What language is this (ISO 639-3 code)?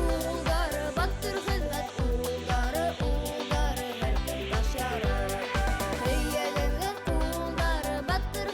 bak